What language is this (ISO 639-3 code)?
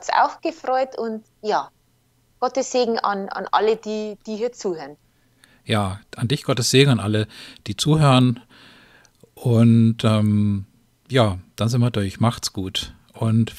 deu